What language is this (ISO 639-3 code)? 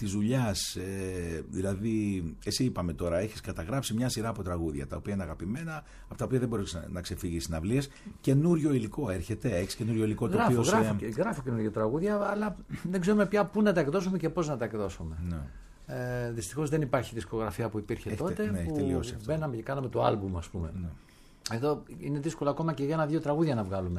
ell